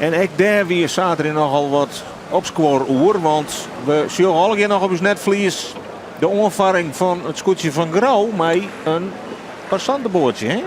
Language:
Western Frisian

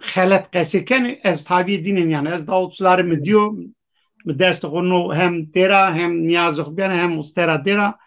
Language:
Zaza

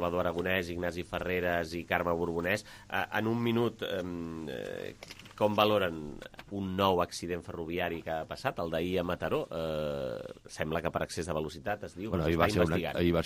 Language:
Catalan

